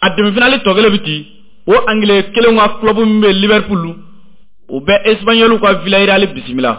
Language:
Bambara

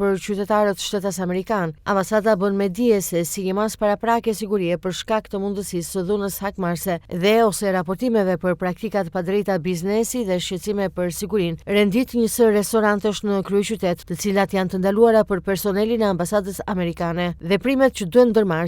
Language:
Albanian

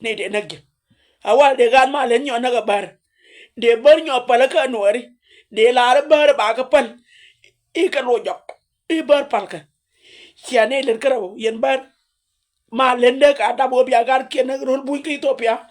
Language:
Nuer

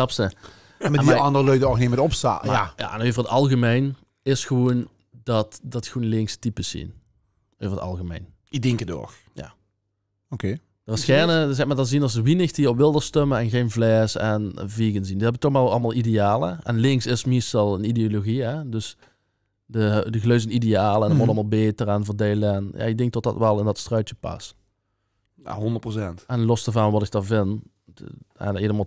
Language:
Limburgish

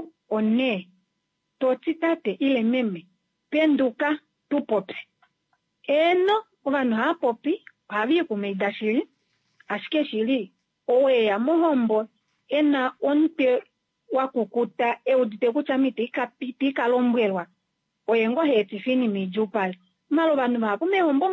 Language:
Kuanyama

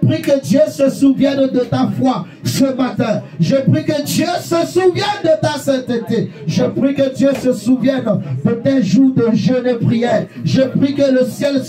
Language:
French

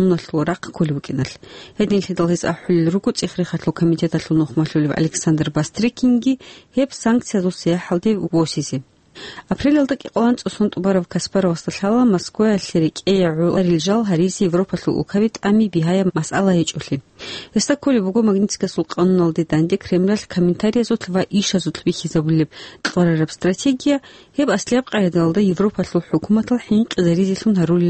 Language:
Avaric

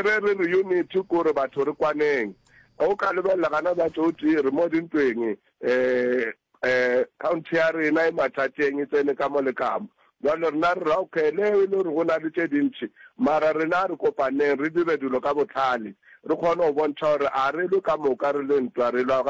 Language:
Northern Sotho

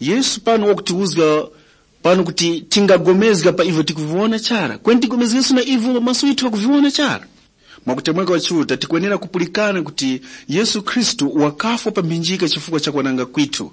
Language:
Tumbuka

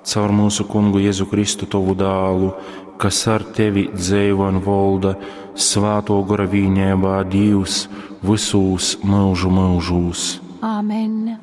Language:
Latgalian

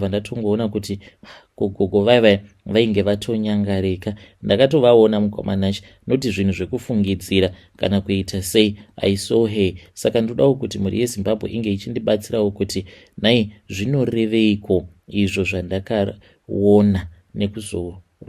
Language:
Shona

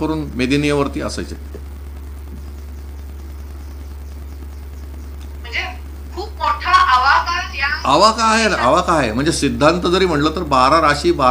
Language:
Marathi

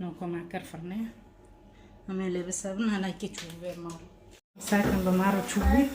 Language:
Kurdish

